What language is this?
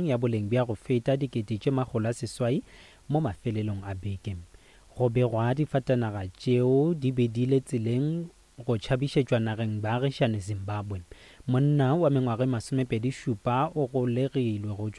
Northern Sotho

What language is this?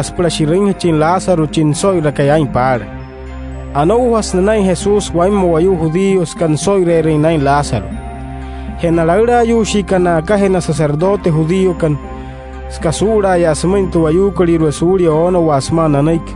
Wayuu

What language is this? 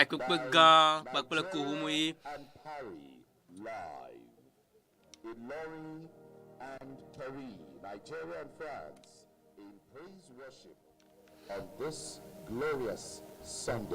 Ewe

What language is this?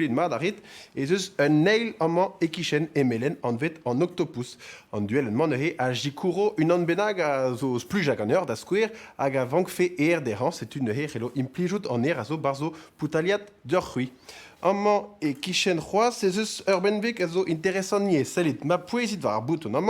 Breton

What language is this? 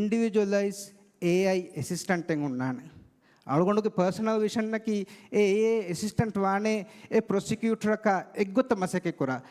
Divehi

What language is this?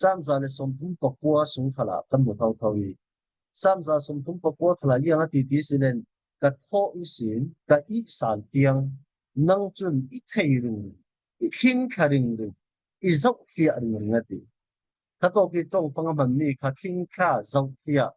Falam Chin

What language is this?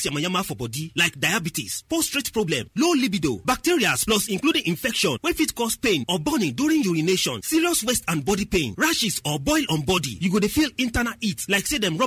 Nigerian Pidgin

